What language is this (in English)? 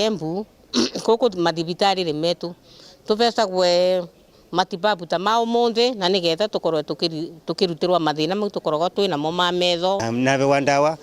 Meru